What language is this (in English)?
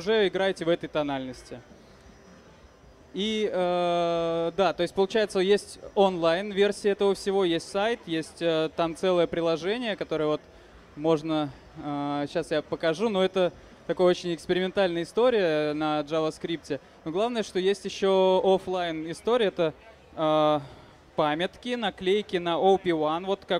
Russian